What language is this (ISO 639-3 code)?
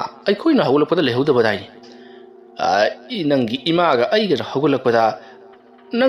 mni